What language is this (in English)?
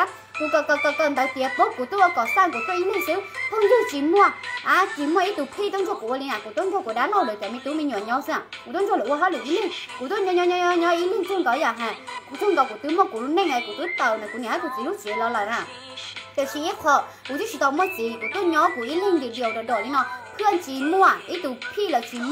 Thai